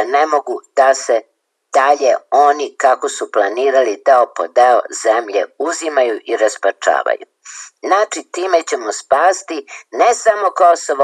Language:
Serbian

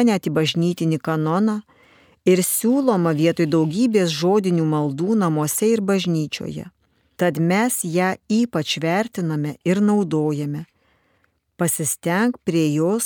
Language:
Lithuanian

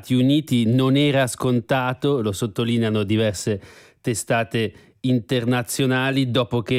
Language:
Italian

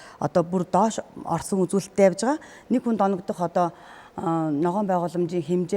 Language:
Mongolian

